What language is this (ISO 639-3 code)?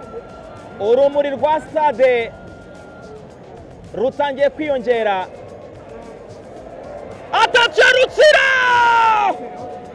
kin